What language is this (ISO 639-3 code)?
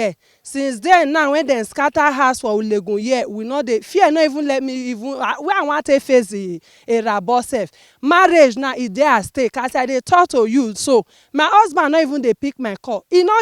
pcm